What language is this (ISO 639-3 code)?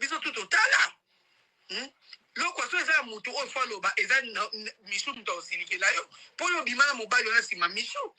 lin